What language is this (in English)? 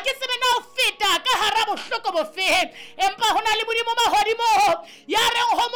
Southern Sotho